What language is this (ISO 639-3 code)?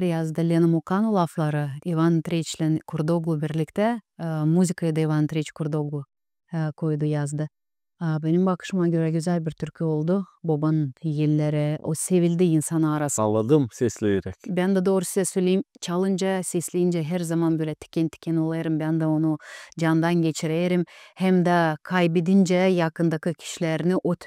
gag